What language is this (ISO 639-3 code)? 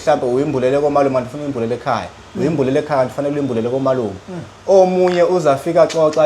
zul